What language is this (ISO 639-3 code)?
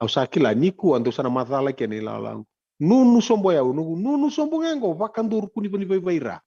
fij